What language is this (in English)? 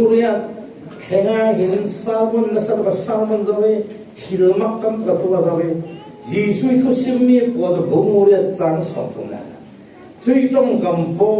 Falam Chin